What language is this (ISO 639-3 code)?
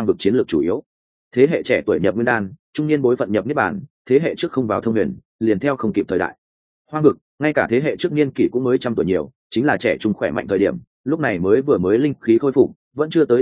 vie